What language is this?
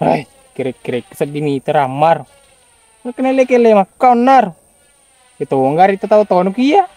Buginese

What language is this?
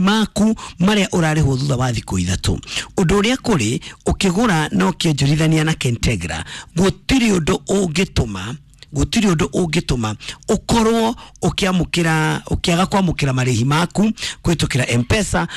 Kikuyu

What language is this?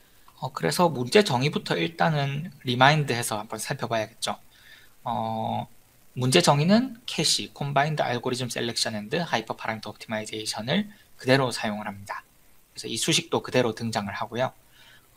Korean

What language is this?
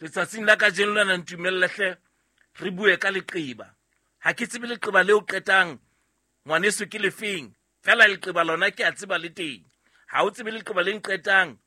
Southern Sotho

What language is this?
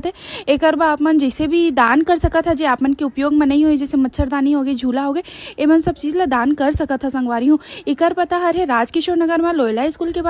Chhattisgarhi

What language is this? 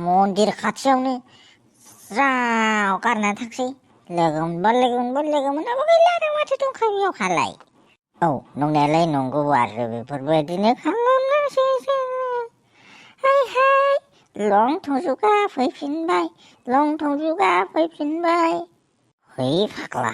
Bodo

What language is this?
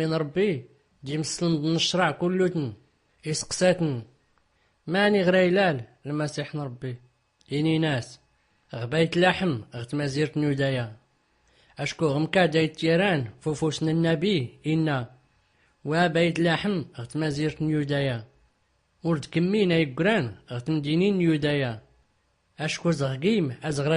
Tachelhit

